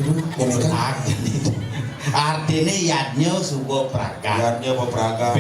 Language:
Balinese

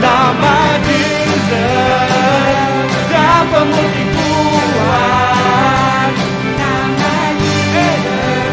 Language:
Iban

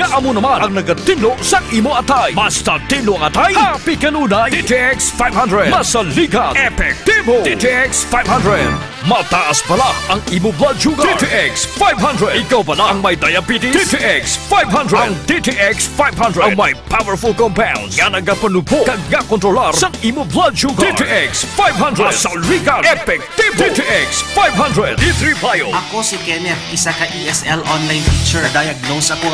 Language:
Hiligaynon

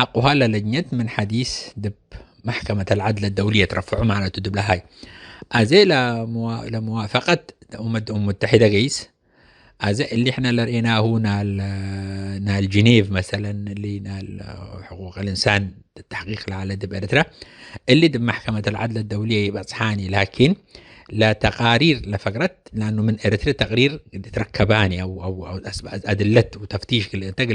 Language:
Tigre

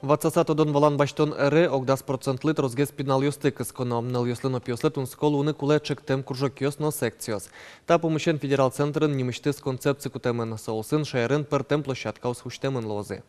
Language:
Udmurt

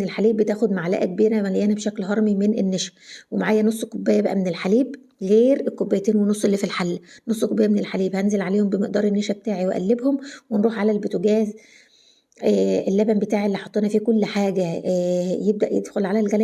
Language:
Egyptian Arabic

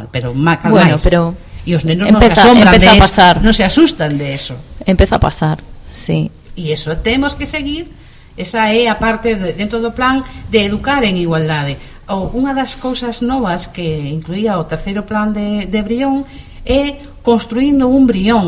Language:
Galician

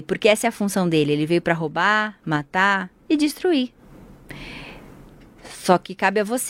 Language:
Portuguese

